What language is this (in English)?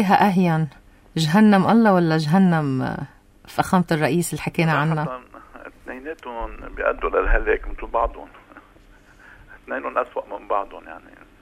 North Levantine Arabic